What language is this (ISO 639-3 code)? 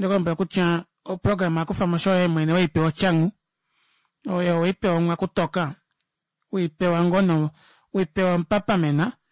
kua